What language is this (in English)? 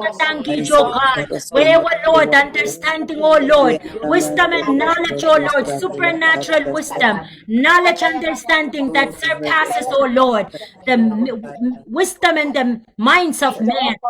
Pohnpeian